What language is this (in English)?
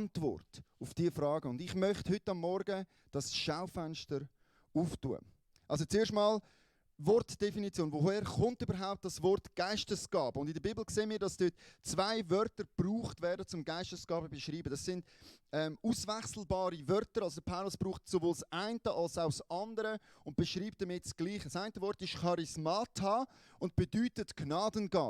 Swiss German